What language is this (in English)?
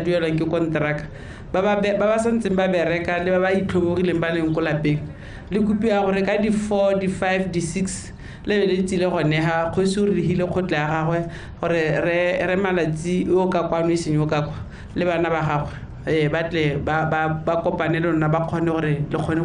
Tswana